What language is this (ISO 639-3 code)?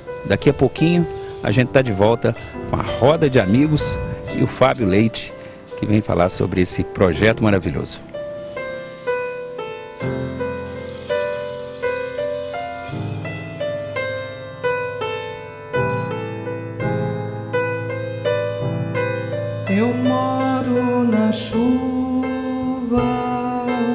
por